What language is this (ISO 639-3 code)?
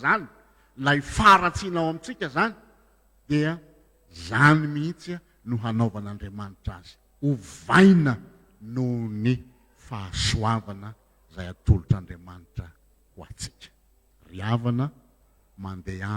mlg